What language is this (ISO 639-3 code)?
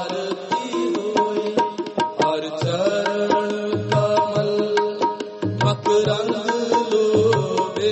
pan